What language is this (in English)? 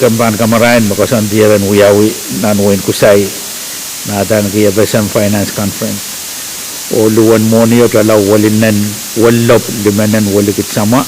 Pohnpeian